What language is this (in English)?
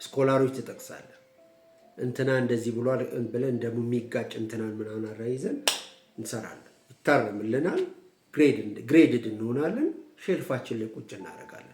Amharic